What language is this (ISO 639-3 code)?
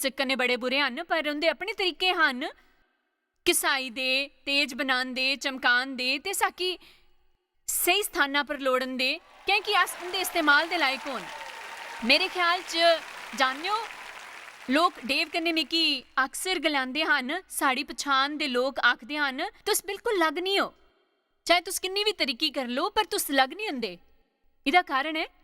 doi